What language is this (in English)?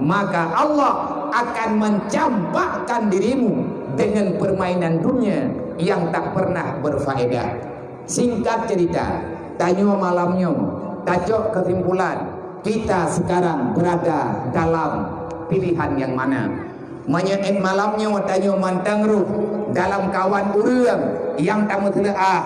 Achinese